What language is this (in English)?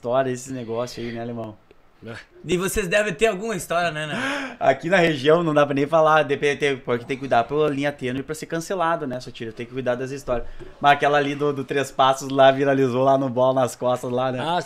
Portuguese